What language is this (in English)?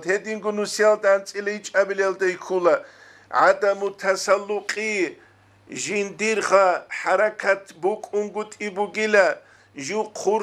Avaric